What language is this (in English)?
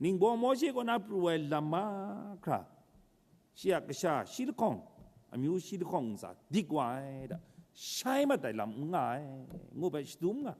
Kachin